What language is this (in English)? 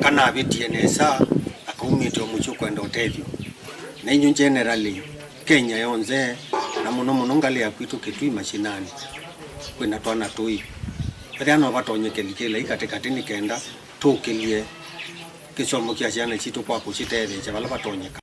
Kamba